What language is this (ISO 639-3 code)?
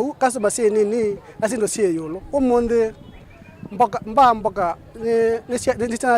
kam